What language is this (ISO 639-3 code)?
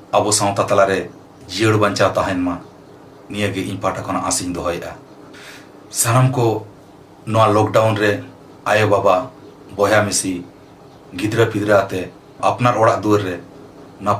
sat